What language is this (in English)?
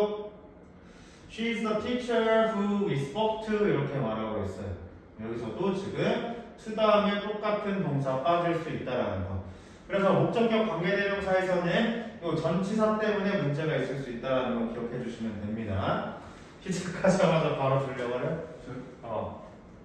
Korean